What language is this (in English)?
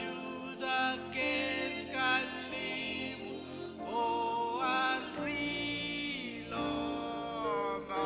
Marshallese